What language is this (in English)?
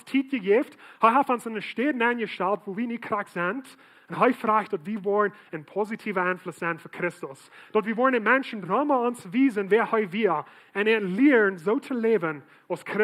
Plautdietsch